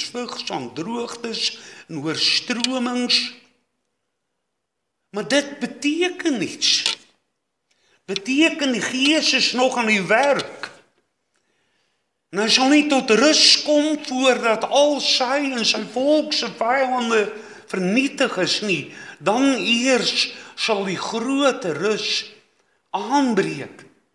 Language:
Afrikaans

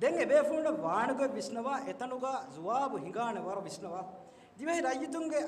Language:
Divehi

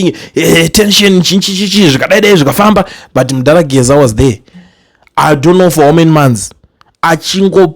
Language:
Shona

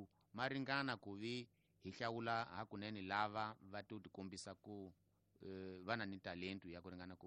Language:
Tsonga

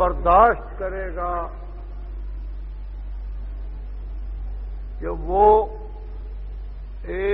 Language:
Urdu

